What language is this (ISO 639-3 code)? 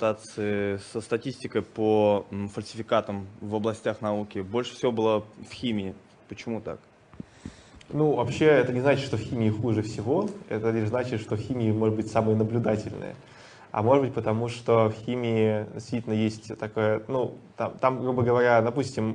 rus